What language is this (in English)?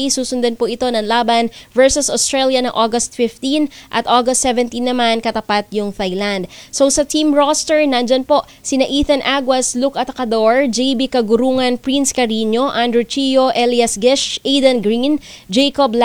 Filipino